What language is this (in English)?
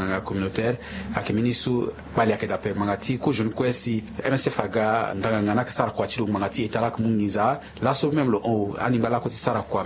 Sango